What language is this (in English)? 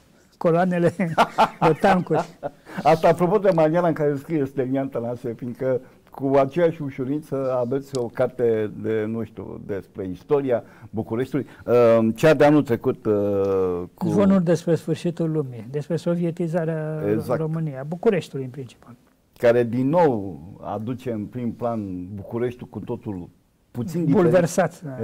Romanian